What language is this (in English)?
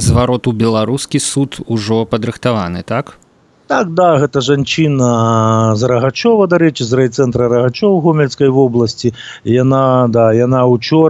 Belarusian